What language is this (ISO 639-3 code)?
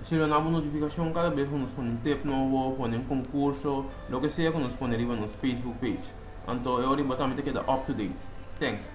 pap